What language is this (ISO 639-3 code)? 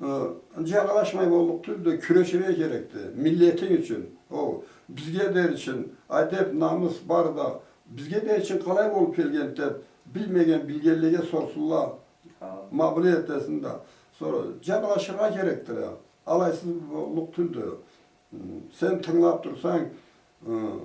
krc